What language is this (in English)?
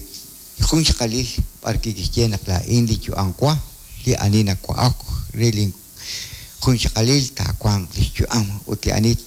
Kekchí